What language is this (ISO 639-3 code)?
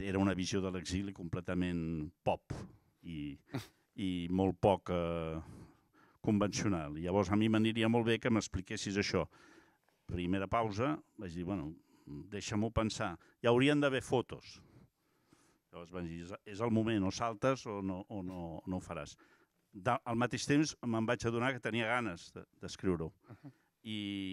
cat